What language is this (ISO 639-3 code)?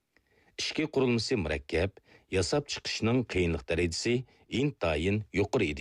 uig